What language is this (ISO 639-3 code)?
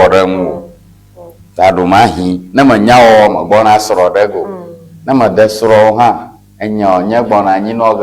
ewe